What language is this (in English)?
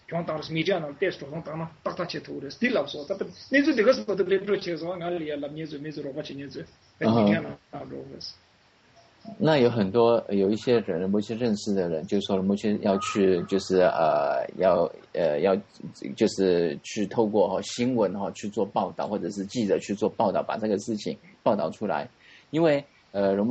Chinese